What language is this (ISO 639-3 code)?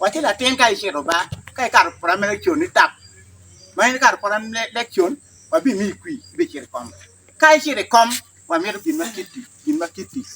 ach